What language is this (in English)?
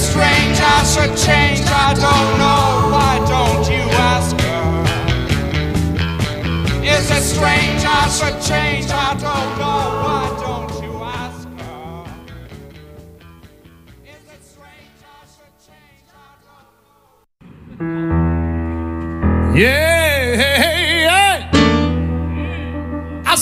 English